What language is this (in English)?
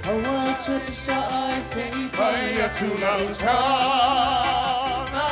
Samoan